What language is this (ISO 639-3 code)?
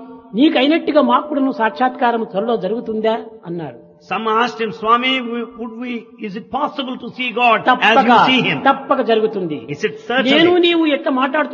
tel